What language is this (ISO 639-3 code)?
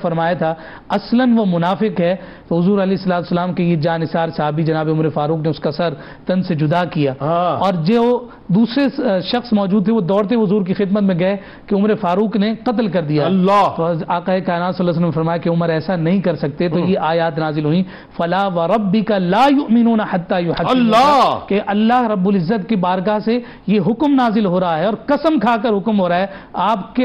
urd